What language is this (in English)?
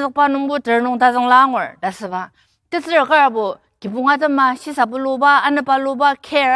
Ao Naga